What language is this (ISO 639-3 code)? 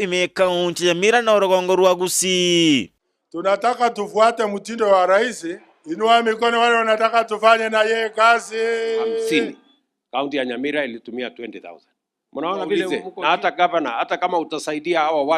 guz